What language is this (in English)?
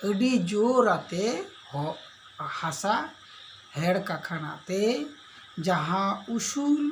Santali